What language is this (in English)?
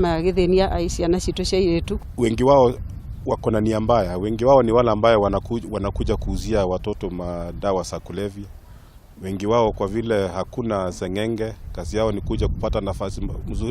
Kikuyu